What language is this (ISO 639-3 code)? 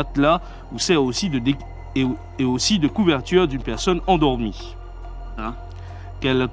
fra